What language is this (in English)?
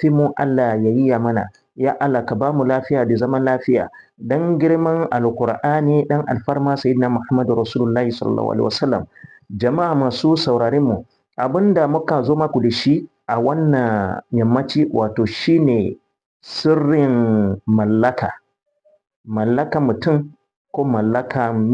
Hausa